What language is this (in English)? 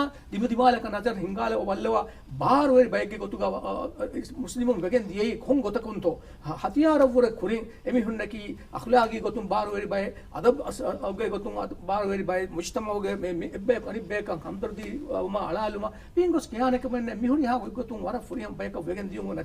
Divehi